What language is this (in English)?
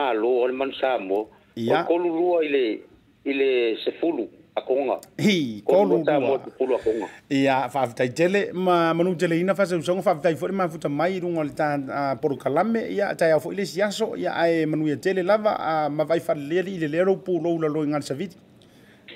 Samoan